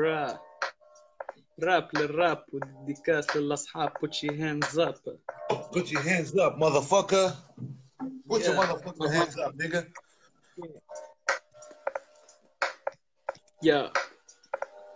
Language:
Tunisian Arabic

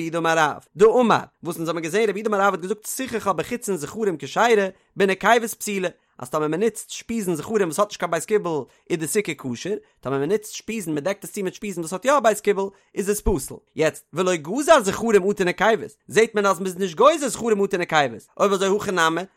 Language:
Yiddish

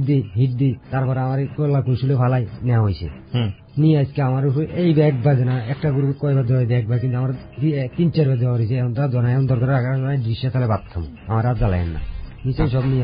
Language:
Bangla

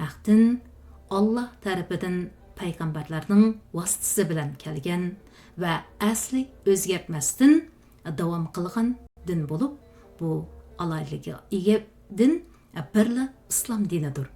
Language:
Uyghur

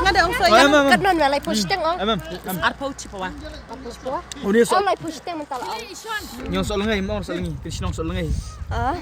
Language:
Khasi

